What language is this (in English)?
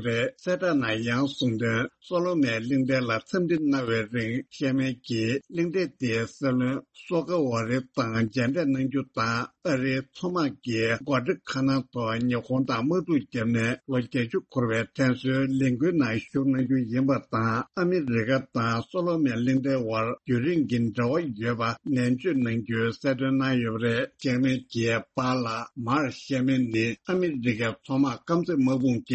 Tibetan